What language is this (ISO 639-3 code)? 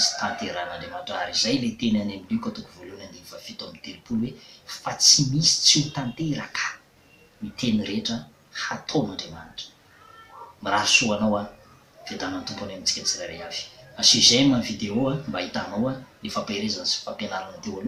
mlg